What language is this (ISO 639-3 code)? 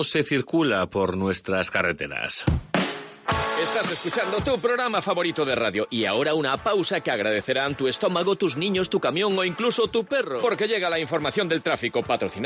spa